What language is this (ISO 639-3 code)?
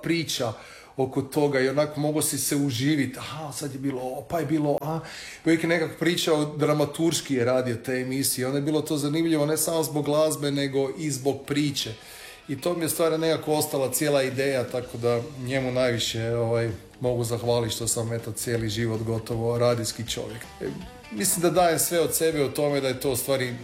hrv